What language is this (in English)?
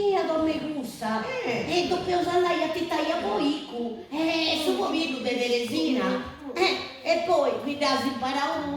Sardinian